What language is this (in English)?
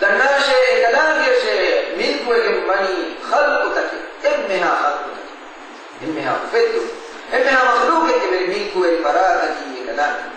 Divehi